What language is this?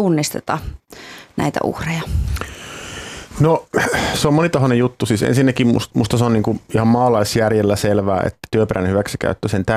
Finnish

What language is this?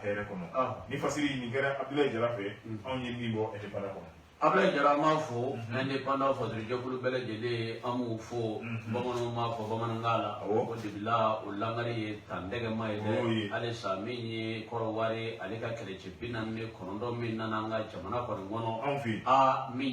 Bambara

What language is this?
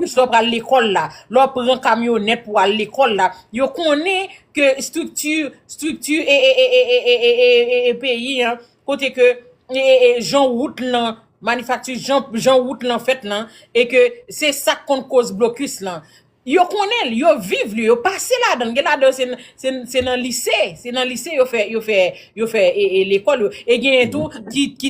Haitian Creole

